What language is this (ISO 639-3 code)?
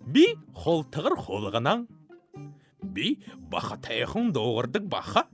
bua